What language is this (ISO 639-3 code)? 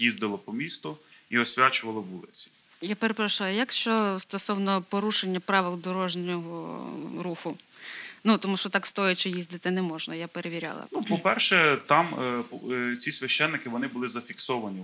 ukr